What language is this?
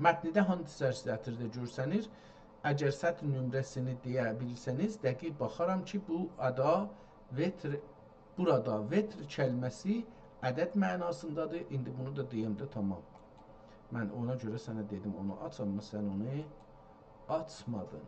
South Azerbaijani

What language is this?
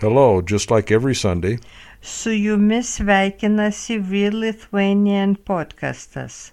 Lithuanian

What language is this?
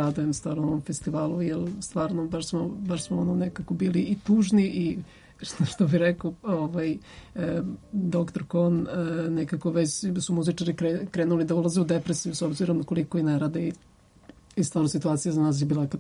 Serbian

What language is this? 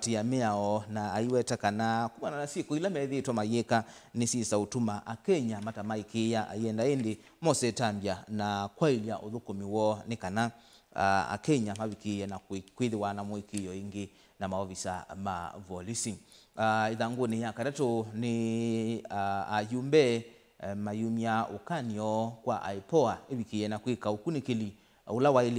Kamba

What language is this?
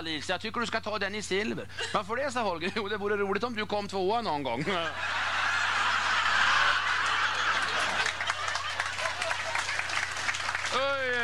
Swedish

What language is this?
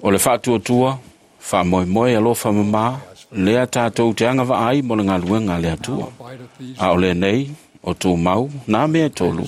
Samoan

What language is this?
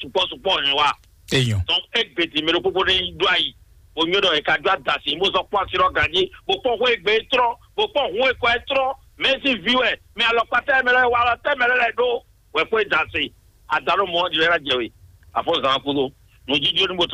Fon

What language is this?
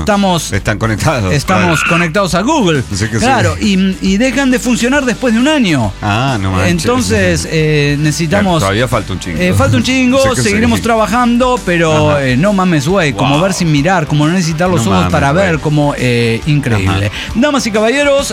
Spanish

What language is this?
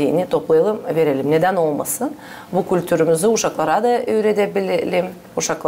Gagauz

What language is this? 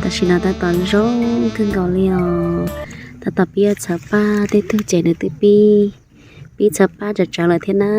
Hmong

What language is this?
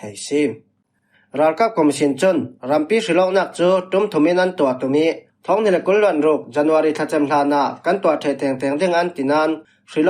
Falam Chin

